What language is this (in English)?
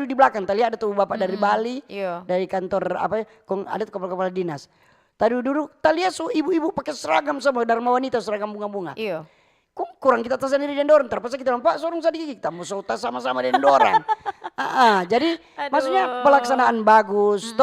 Manado Malay